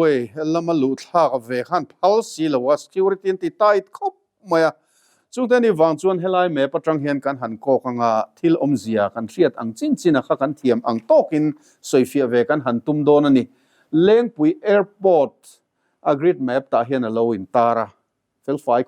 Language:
Mizo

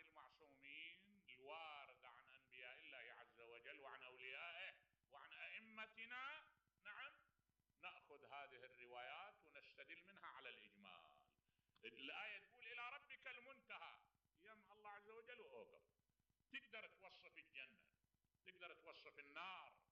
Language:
Mesopotamian Arabic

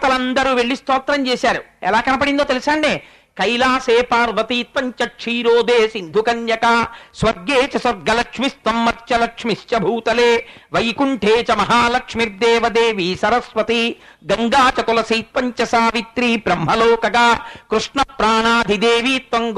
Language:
Telugu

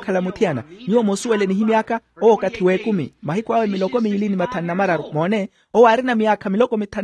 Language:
Makhuwa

